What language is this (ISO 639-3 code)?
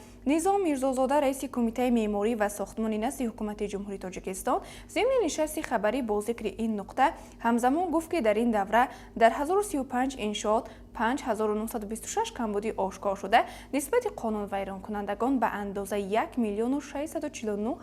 tgk